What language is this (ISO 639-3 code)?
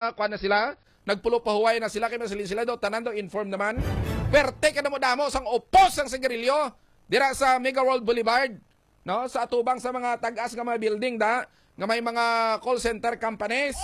hil